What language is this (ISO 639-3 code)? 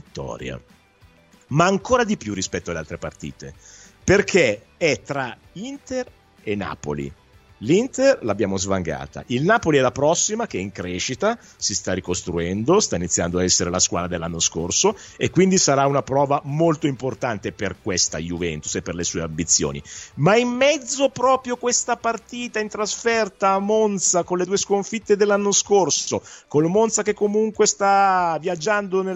ita